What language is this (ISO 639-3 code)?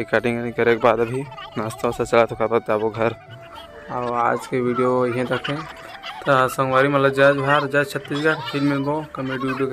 hne